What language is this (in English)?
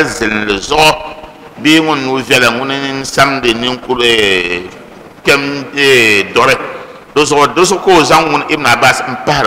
Dagbani